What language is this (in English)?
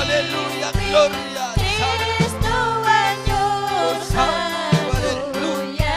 Ayacucho Quechua